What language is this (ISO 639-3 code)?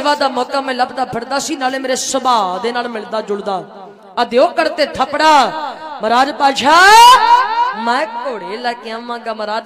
pan